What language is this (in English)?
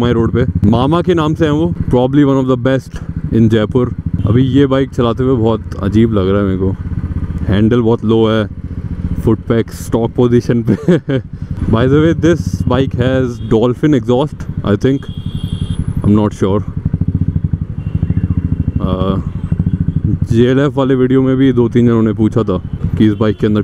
Hindi